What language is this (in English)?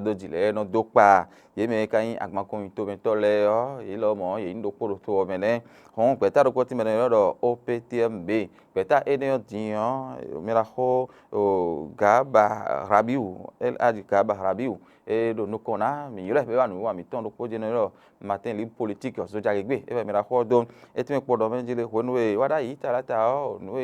Fon